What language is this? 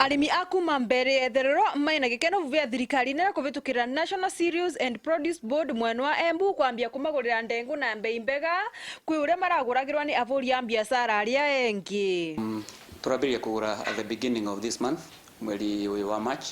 Meru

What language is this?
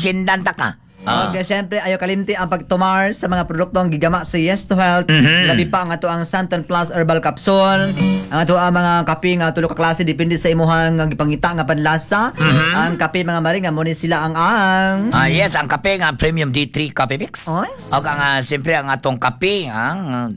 Cebuano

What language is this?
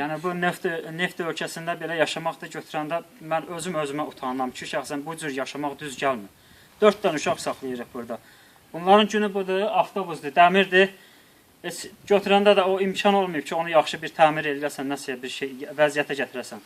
Azerbaijani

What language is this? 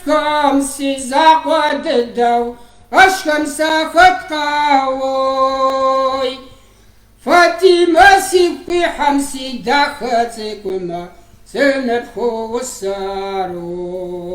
Kabardian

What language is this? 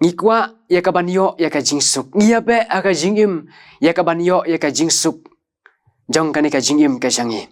Khasi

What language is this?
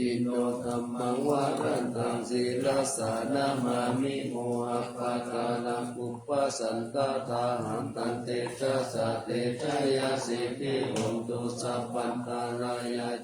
Pali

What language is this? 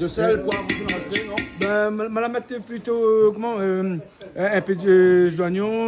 Réunion Creole French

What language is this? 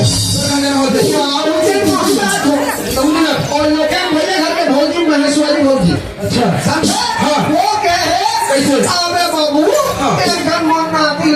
Chhattisgarhi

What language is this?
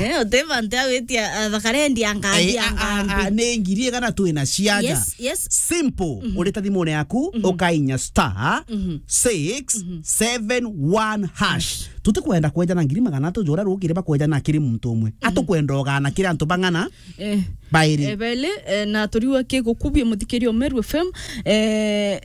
Meru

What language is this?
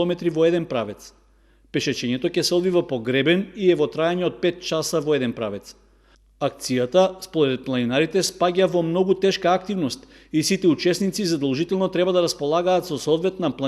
Macedonian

